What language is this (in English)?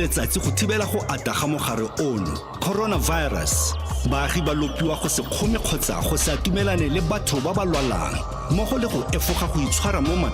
Tswana